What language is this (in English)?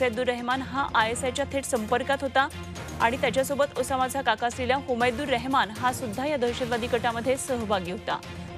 Marathi